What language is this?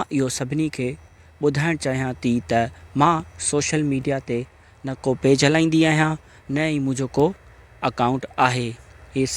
Sindhi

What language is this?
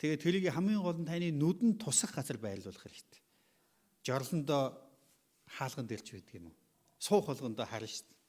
Mongolian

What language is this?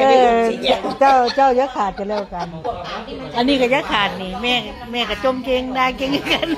Northeastern Thai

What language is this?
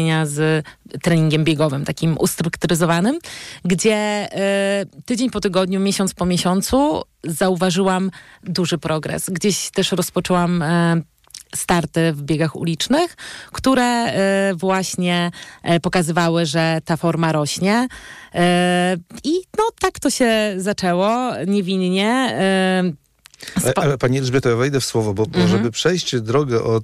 Polish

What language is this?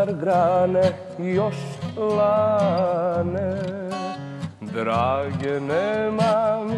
Serbian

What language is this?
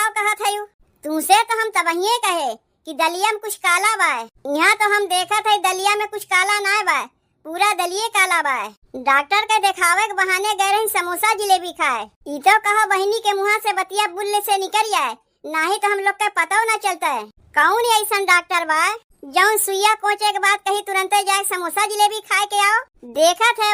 Awadhi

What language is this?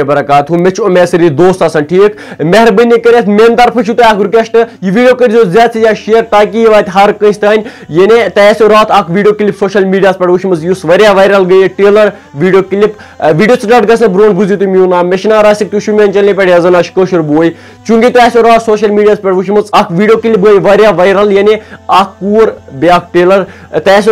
Kashmiri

